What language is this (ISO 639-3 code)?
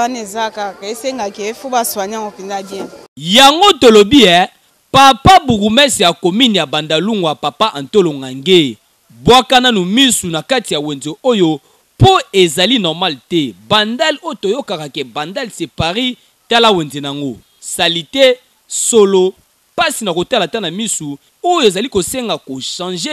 lin